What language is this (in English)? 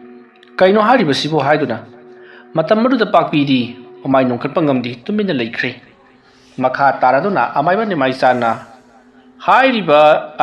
Manipuri